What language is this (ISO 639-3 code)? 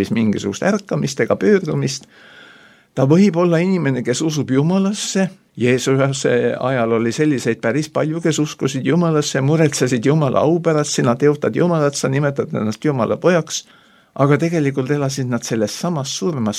est